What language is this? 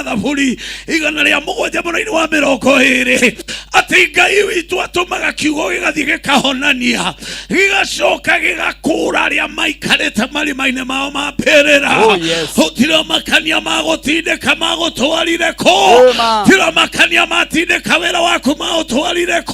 Kikuyu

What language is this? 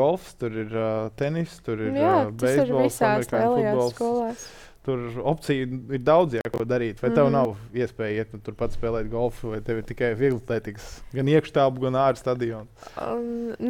Latvian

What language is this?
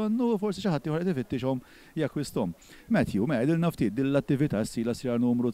Maltese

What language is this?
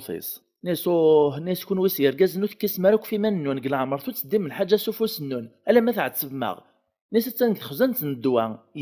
Kabyle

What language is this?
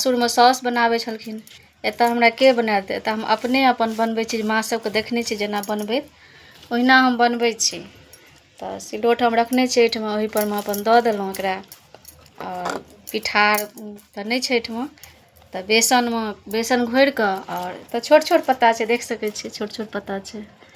Maithili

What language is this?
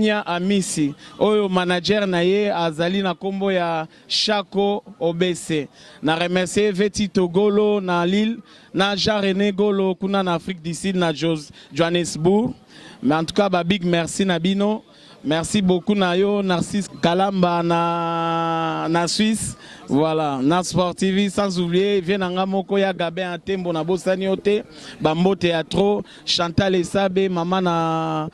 Lingala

